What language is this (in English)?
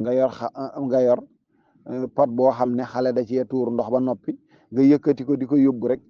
Wolof